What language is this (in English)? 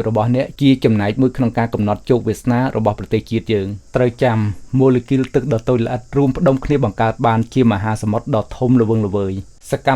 Khmer